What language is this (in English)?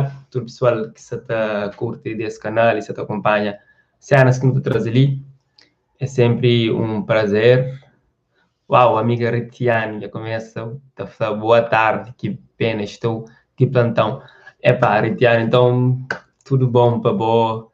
Kabuverdianu